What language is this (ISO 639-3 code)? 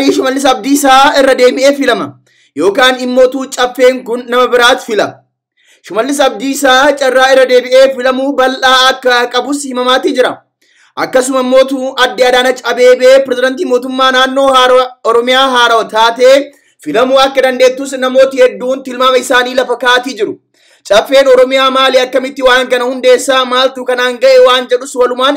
orm